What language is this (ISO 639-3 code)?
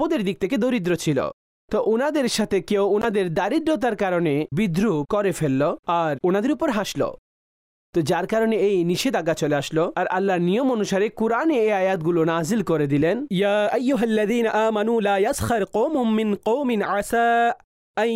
ben